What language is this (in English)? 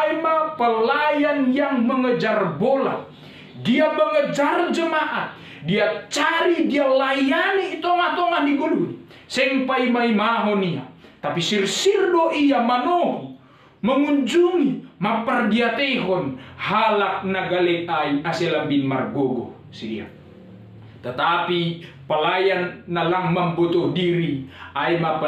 Batak Simalungun